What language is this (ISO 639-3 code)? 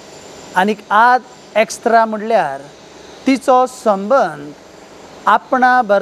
kok